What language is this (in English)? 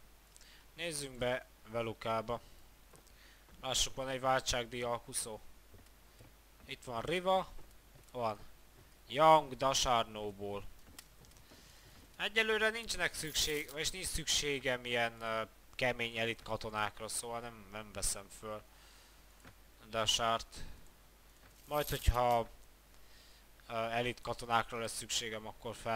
Hungarian